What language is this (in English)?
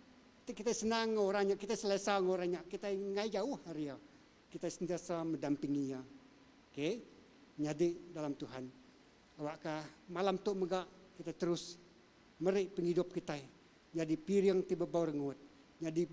Iban